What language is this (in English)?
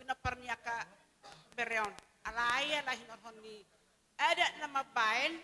Batak Toba